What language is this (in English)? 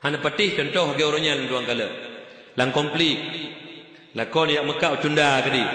Achinese